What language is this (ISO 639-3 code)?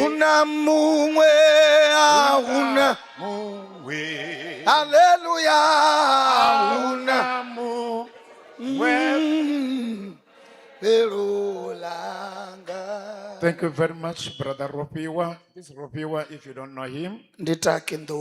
ven